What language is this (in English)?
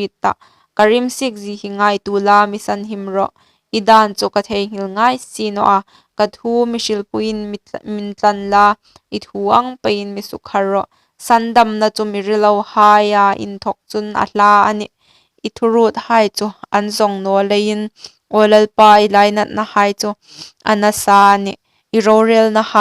Hmar